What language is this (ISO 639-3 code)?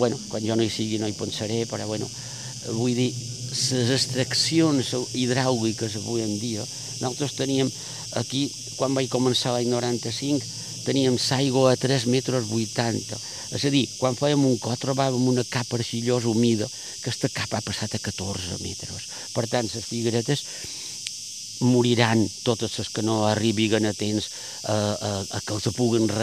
cat